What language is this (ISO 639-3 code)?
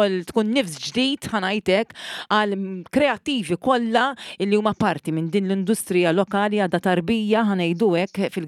mlt